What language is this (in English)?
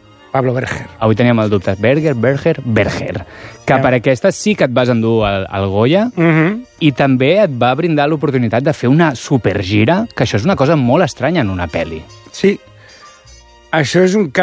Catalan